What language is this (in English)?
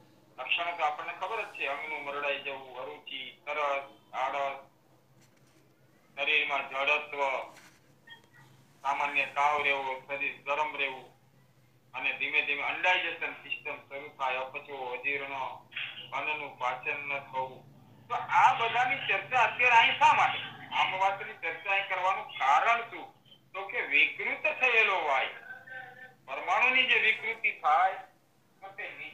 Gujarati